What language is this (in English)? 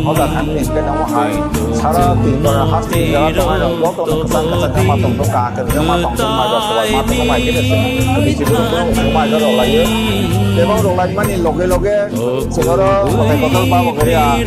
Kok Borok